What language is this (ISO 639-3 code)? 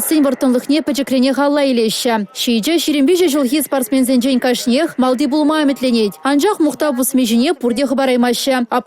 chv